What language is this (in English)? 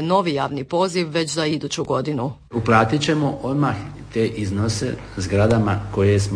Croatian